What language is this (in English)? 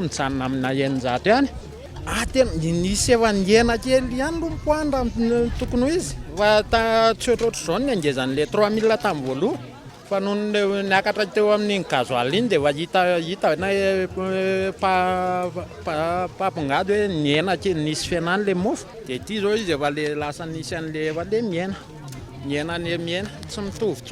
Malagasy